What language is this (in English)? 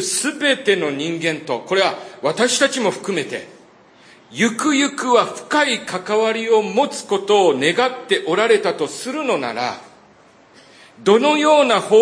Japanese